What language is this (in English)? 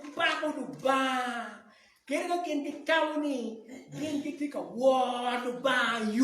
Acoli